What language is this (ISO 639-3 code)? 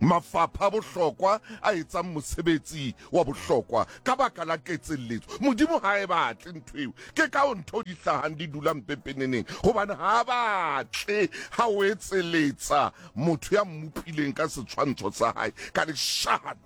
sot